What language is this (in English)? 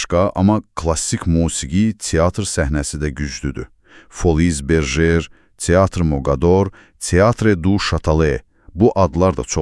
Azerbaijani